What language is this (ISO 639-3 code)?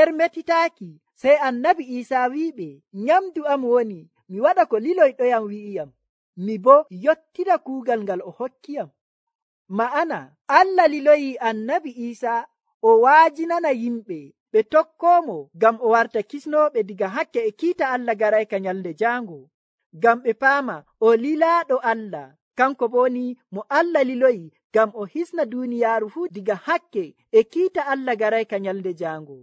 fuv